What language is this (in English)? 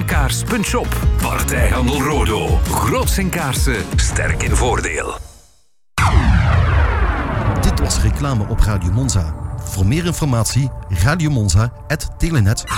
Dutch